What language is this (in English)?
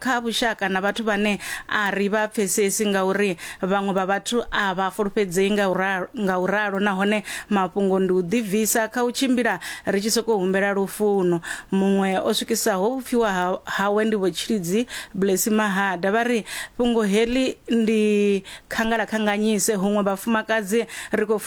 Venda